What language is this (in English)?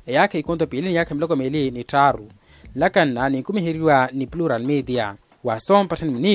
Makhuwa